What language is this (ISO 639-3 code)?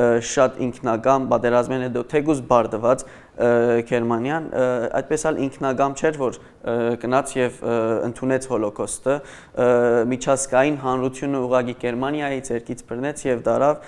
hye